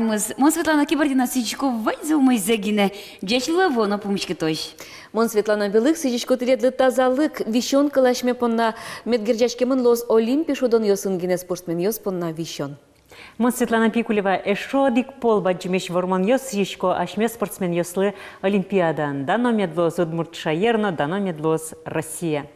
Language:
Udmurt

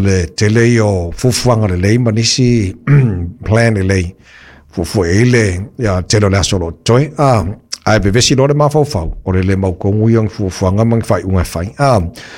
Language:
Samoan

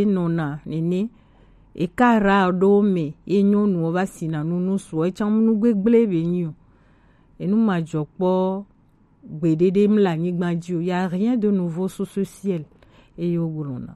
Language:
Gen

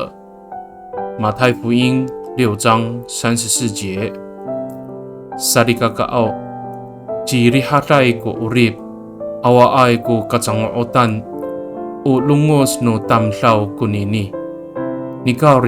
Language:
Amis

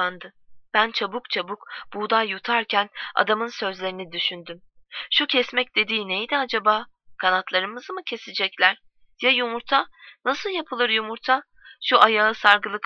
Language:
Turkish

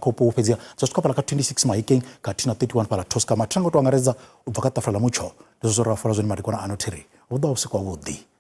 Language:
Venda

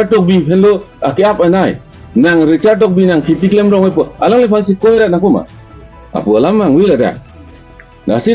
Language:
Karbi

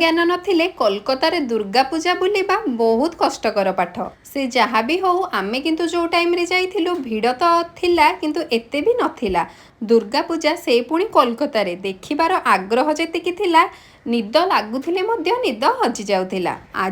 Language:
Odia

